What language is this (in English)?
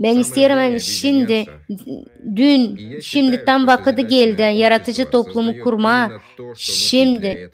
Gagauz